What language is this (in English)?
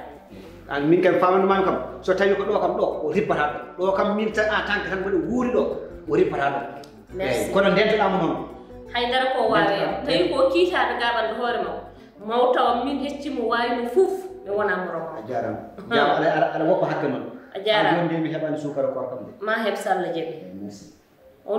Fula